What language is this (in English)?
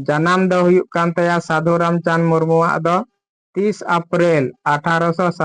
Santali